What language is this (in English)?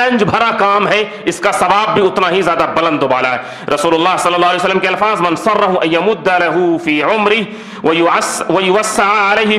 Urdu